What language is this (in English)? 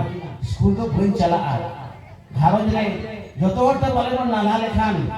Santali